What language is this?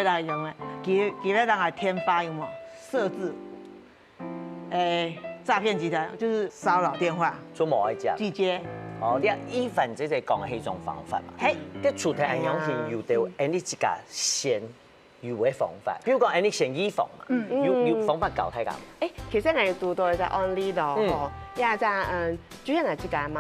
Hakka Chinese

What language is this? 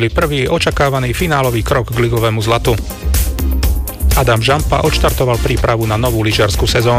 Slovak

